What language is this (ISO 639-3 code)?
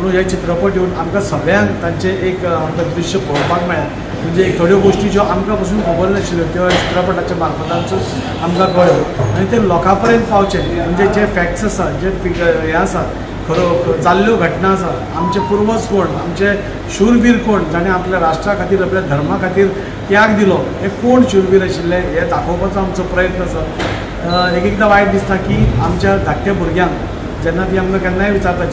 kok